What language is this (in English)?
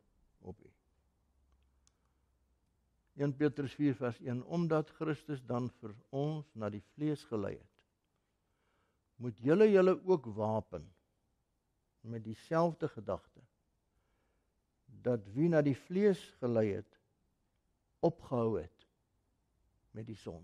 Afrikaans